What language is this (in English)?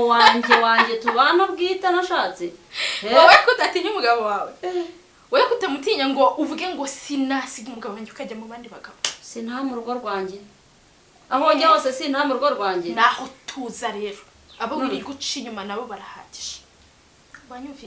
Kinyarwanda